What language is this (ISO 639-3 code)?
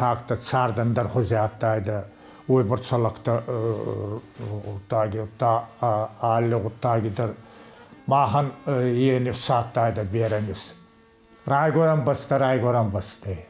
oss